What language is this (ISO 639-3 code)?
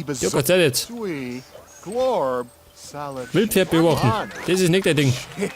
bar